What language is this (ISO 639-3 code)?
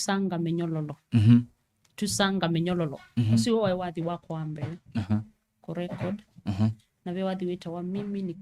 kam